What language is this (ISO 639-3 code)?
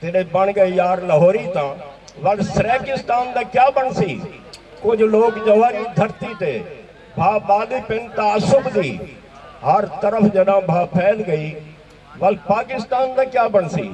skr